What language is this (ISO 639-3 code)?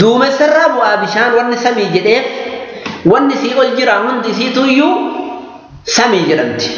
orm